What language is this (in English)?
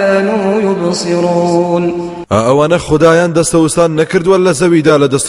Central Kurdish